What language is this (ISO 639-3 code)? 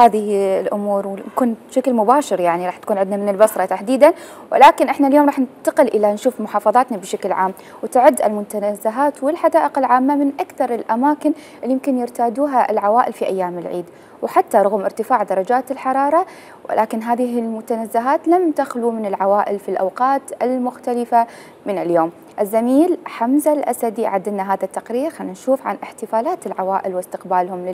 acm